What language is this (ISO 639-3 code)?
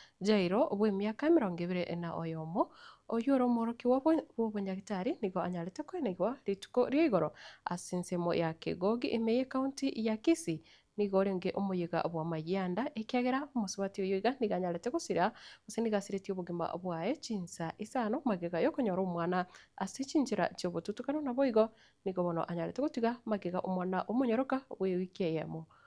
guz